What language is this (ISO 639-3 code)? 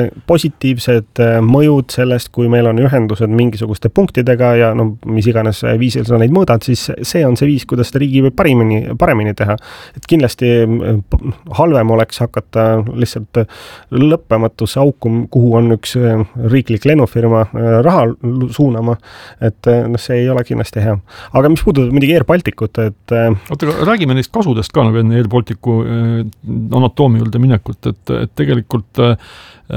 est